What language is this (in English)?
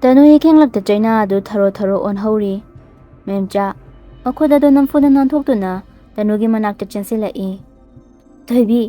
Manipuri